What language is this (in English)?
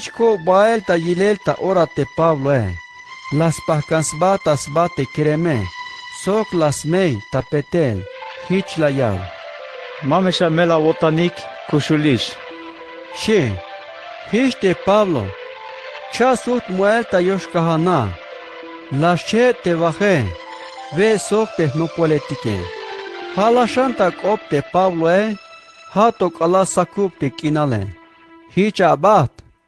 Tzeltal